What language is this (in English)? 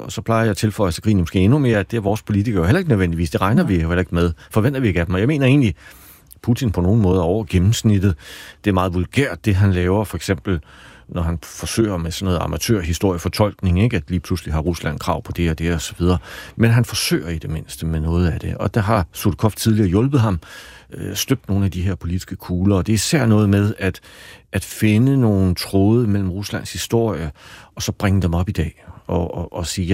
Danish